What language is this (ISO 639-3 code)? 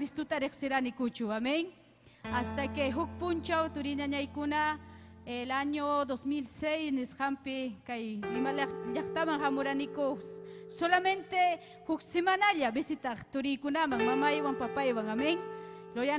quy